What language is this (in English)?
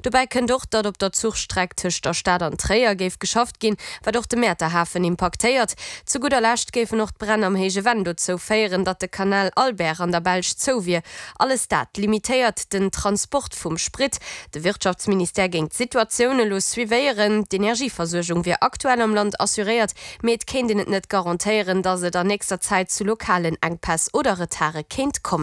Luxembourgish